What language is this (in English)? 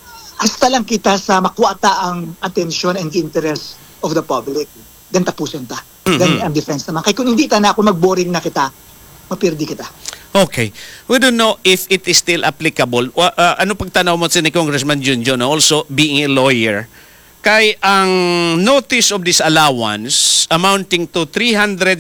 Hiligaynon